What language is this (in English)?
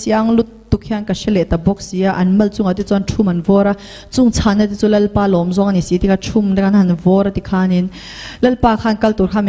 Mizo